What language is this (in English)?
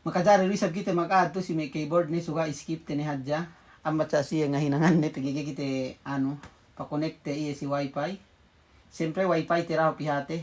Yakan